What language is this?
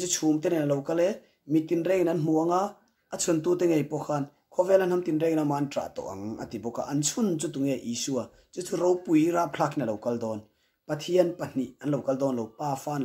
Mizo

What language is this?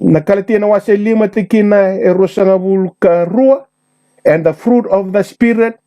Fijian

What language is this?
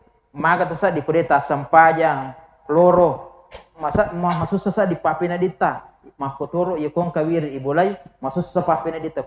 Buginese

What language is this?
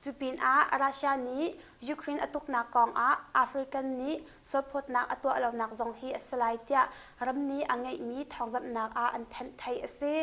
Hakha Chin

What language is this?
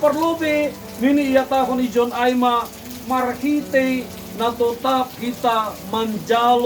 Batak Simalungun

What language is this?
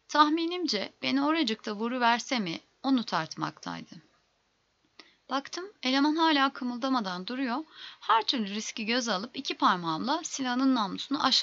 Turkish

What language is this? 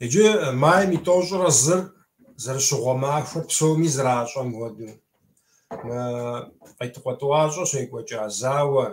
Kabardian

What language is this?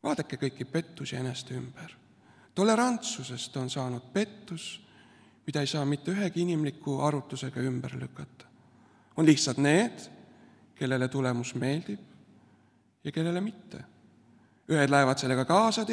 Estonian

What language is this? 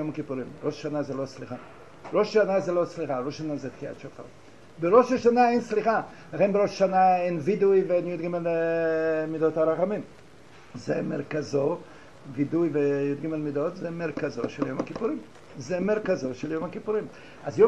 Hebrew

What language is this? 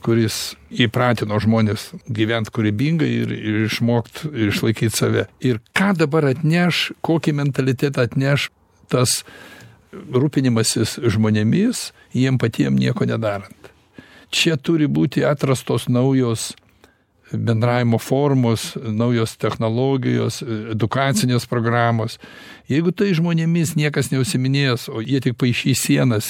Lithuanian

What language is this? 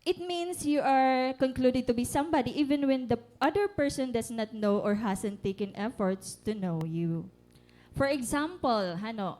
Waray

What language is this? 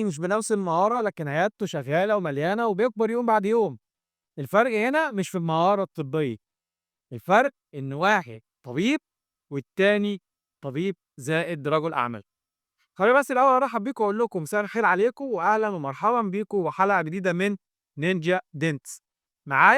Egyptian Arabic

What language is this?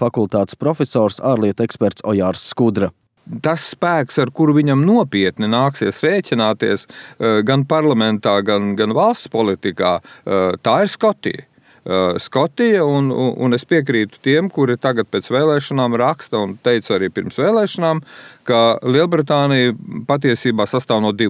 Latvian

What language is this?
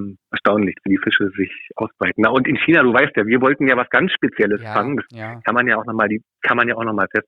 German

